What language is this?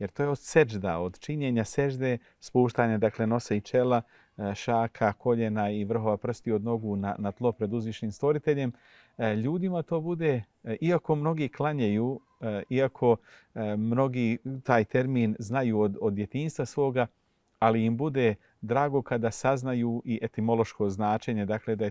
Bosnian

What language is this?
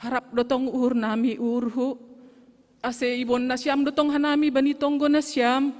Batak Simalungun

